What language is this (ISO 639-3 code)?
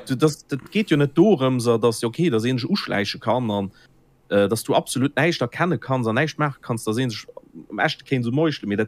ltz